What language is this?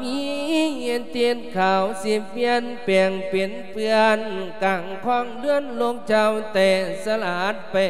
Lao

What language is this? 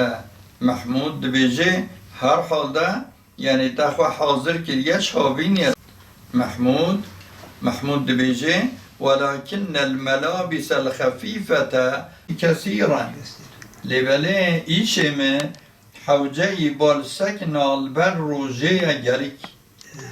Kurdish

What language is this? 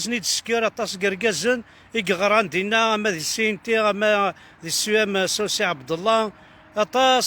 Kabyle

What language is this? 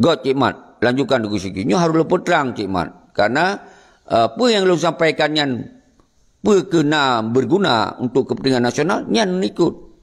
Achinese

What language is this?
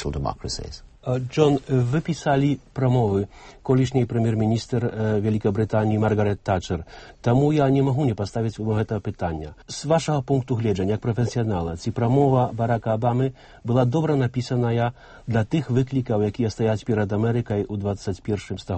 Belarusian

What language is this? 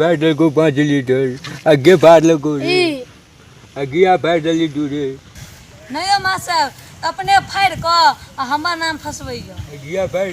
Maithili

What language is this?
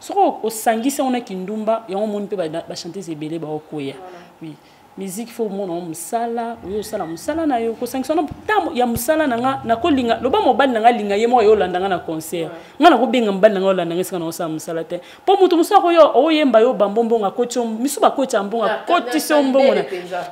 Lingala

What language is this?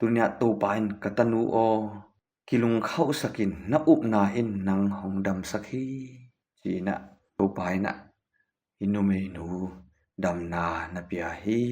Tedim Chin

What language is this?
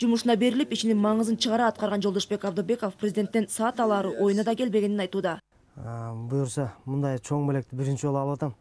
Kyrgyz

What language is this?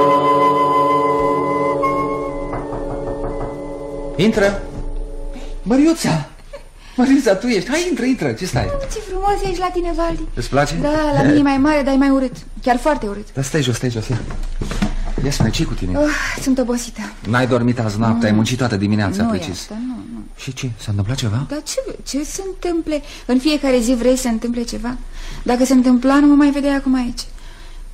Romanian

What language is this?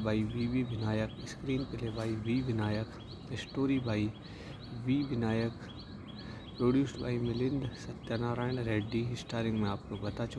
Hindi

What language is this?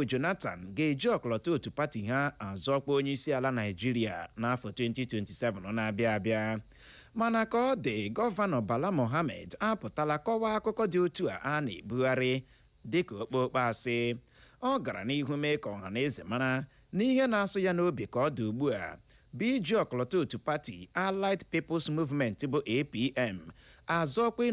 Igbo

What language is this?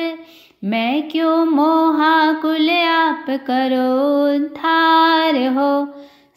Hindi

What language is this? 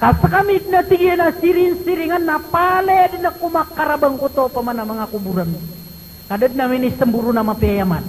Maranao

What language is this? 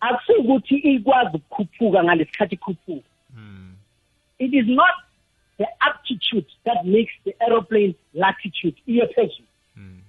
South Ndebele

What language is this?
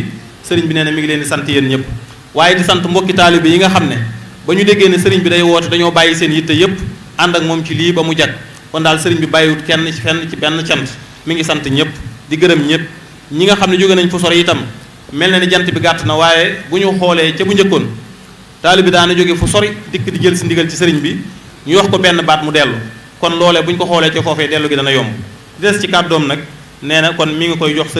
Wolof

